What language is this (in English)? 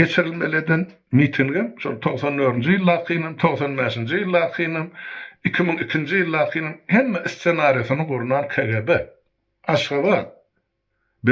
Turkmen